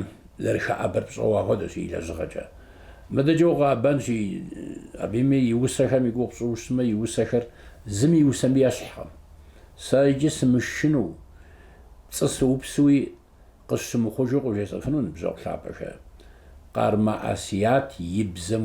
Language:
Kabardian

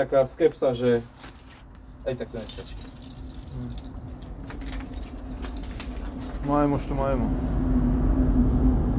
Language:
Slovak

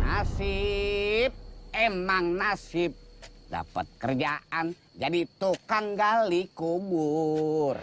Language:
Betawi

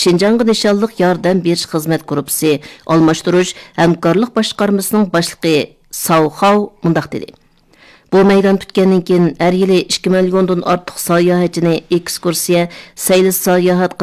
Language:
Uyghur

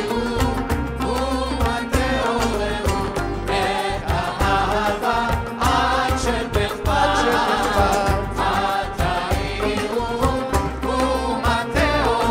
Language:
Hebrew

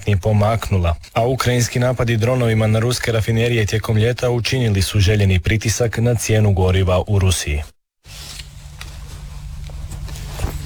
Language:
Croatian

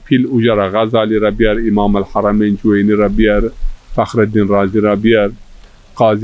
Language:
Zaza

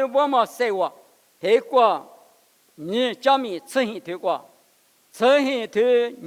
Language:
Lisu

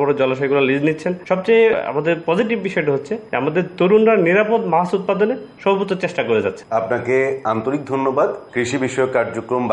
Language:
Bangla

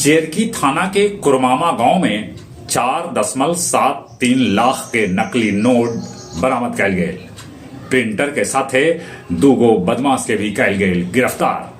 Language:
Magahi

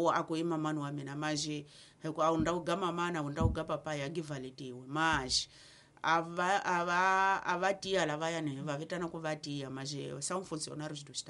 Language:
Tsonga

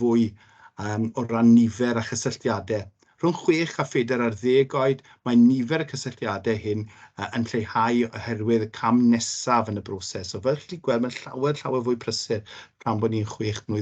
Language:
Welsh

